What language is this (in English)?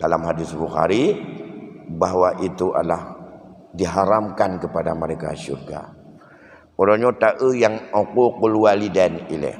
Achinese